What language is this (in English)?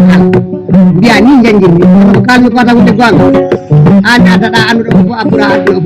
Fula